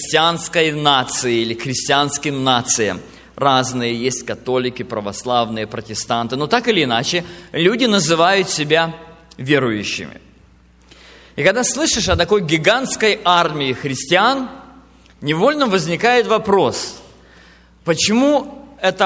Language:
Russian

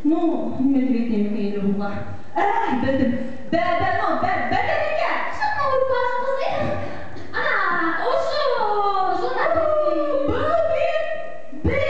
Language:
Bashkir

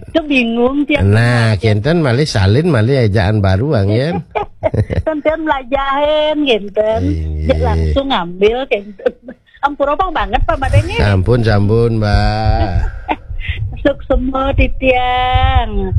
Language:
Balinese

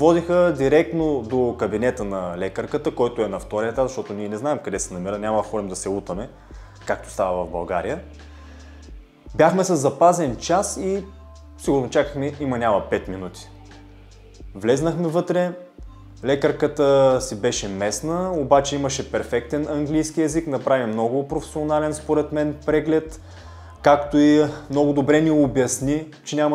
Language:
Bulgarian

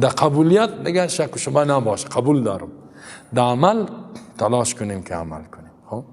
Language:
Persian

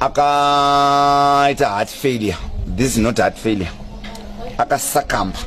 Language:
Shona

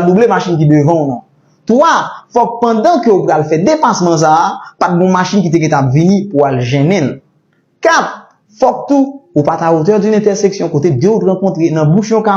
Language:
Haitian Creole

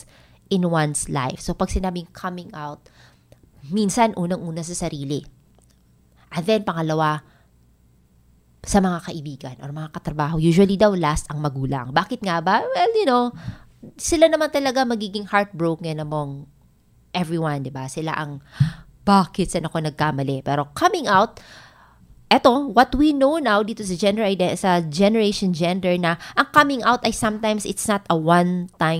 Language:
Filipino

